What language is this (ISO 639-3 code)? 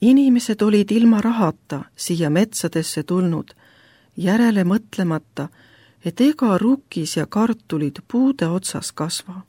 est